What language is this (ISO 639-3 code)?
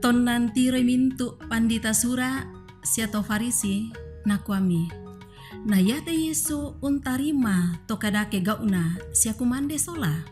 sda